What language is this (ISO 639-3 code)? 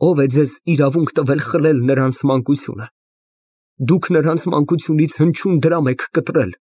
hye